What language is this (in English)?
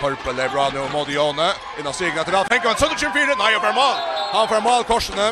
Faroese